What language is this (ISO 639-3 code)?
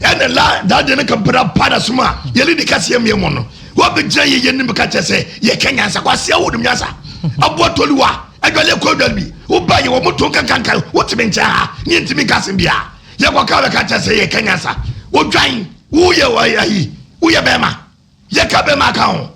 aka